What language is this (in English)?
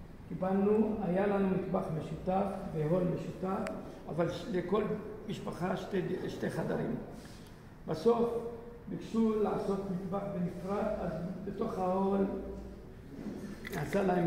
Hebrew